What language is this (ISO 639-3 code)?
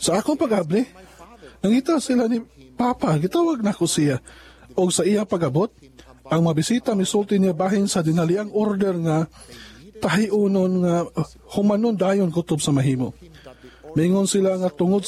ceb